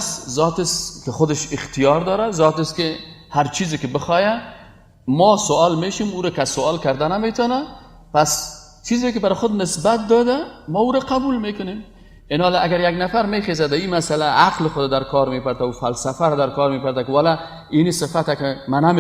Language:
Persian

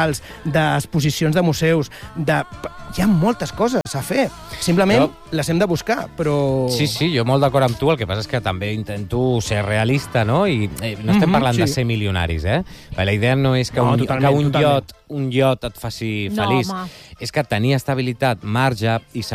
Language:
Catalan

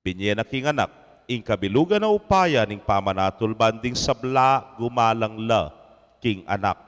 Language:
Pampanga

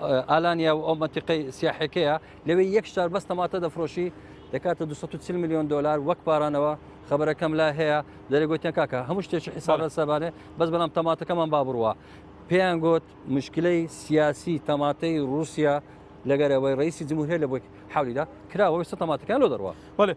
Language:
Central Kurdish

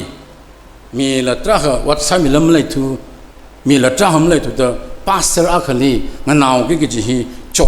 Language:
Tangkhul Naga (India)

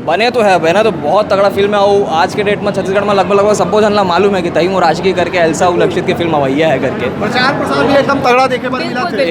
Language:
Chhattisgarhi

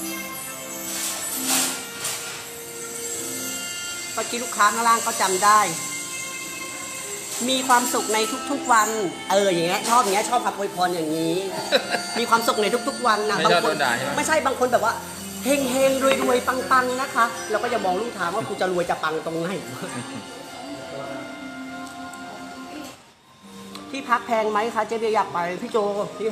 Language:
Thai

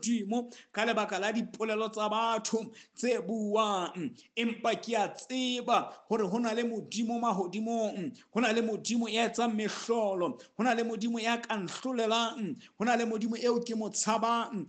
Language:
Southern Sotho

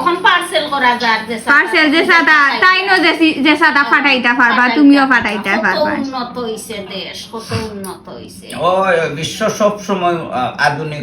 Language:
Sylheti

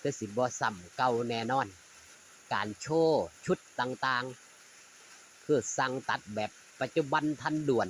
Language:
Northeastern Thai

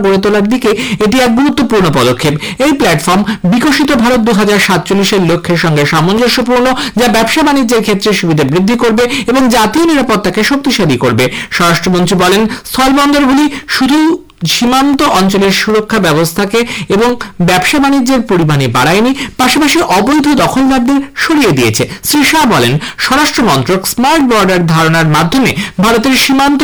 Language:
Bangla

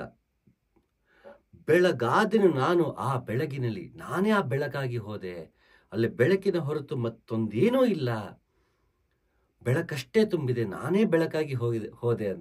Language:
Kannada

